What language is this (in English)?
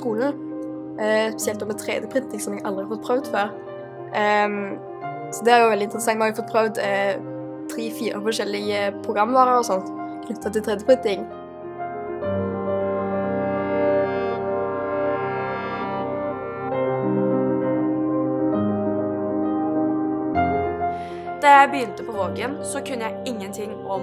Norwegian